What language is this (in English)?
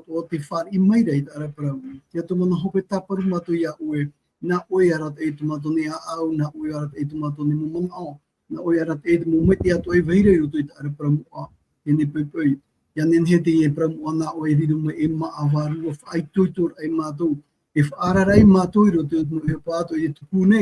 Tahitian